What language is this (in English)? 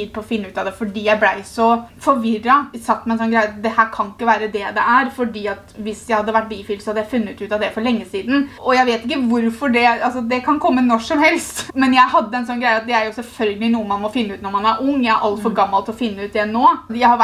Norwegian